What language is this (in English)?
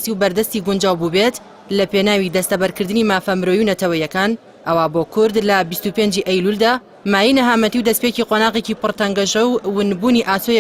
Central Kurdish